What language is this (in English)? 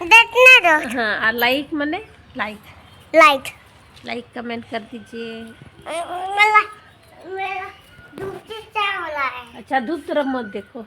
Santali